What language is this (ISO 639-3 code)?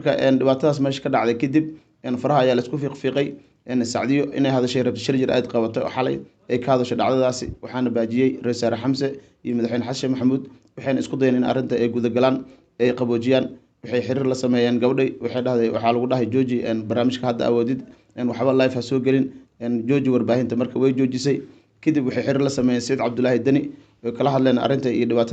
som